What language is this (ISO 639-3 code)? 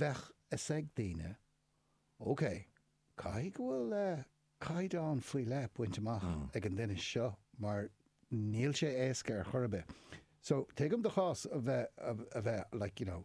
gle